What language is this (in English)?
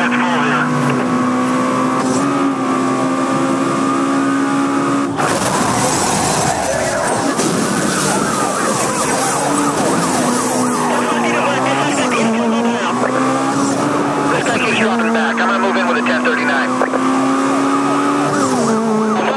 English